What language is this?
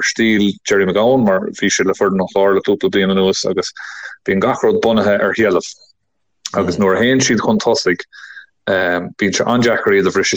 Irish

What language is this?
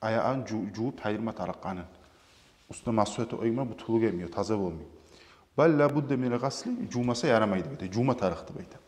Kumyk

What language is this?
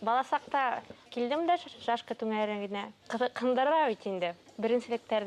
Bashkir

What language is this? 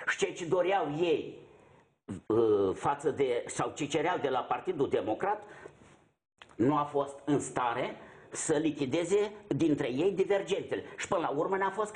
Romanian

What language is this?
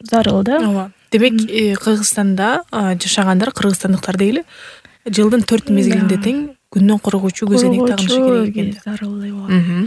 Kyrgyz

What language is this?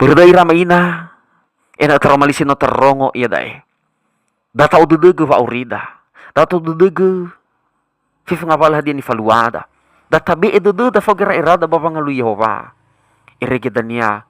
Nias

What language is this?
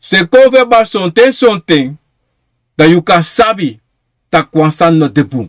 Sranan Tongo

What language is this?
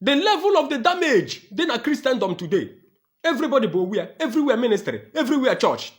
Igbo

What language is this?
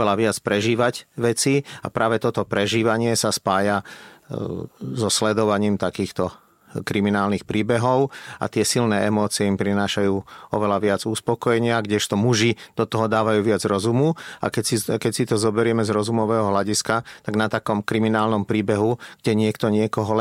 Slovak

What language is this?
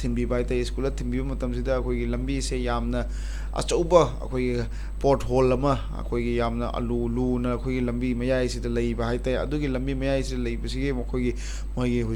Manipuri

